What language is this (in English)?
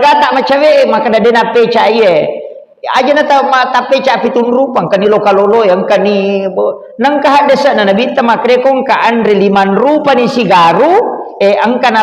Buginese